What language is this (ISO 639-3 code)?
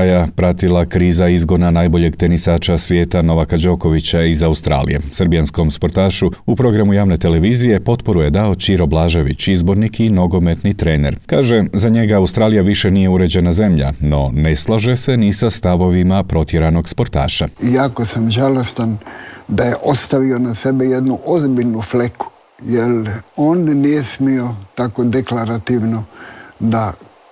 hrv